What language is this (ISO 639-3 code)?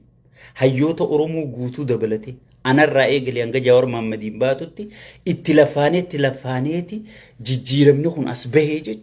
orm